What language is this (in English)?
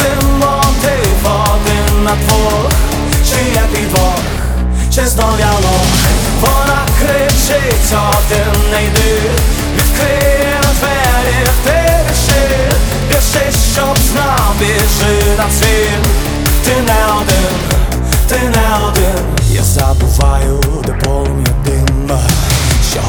Ukrainian